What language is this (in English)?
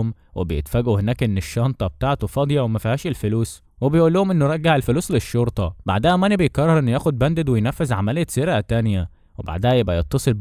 Egyptian Arabic